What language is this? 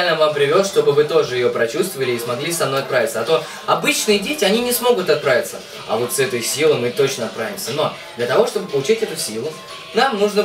Russian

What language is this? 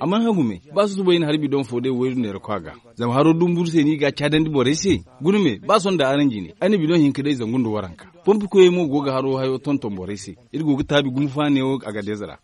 Zarma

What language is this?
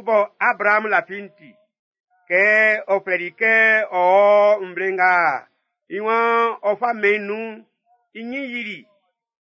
Baoulé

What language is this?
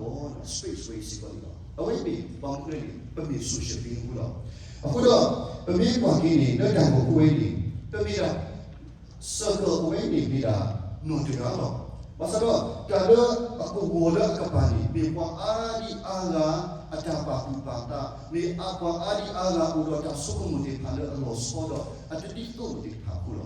S'gaw Karen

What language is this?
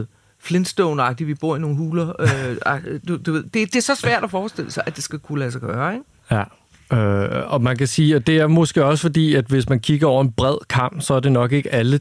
Danish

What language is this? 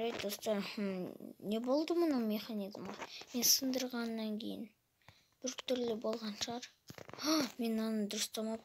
Kazakh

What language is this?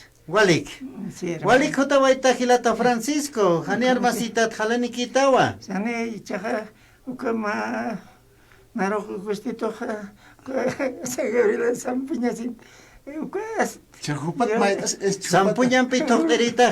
Aymara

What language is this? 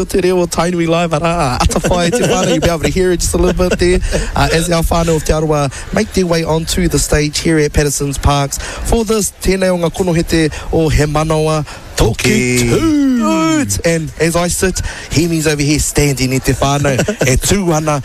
Māori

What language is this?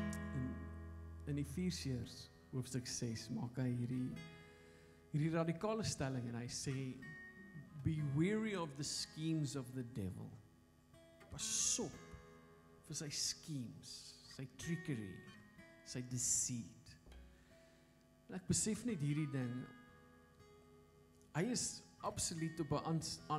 Afrikaans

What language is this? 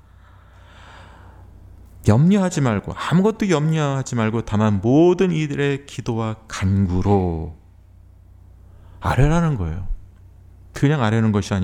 Korean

